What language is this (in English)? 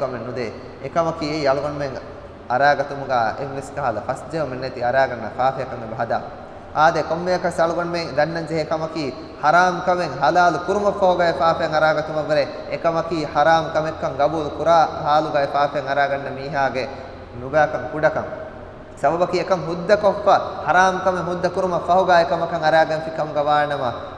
Divehi